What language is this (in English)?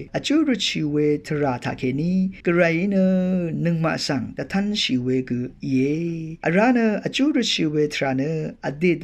Rawang